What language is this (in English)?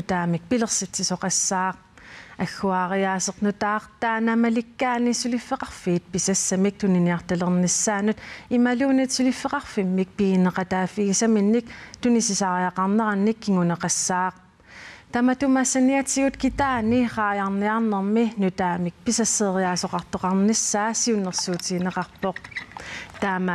Kalaallisut